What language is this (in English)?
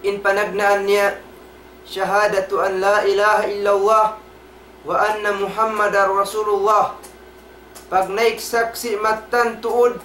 Tausug